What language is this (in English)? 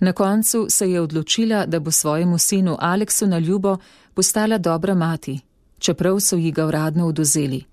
Slovenian